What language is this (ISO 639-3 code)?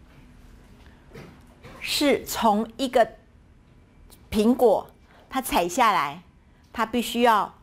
zho